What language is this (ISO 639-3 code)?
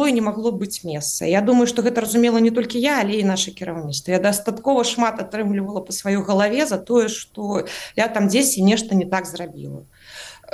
bel